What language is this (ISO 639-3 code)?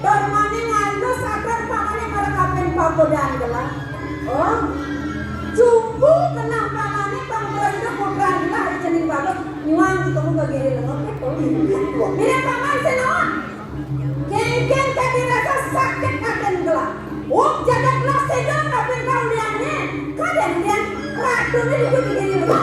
ban